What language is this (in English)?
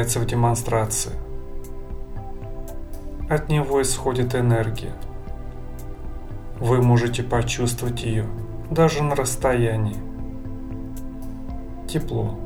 Russian